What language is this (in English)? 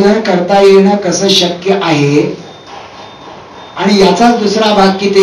Marathi